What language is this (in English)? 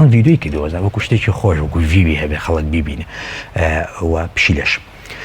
Central Kurdish